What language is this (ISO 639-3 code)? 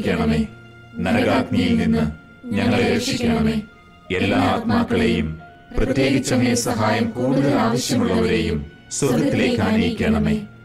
mal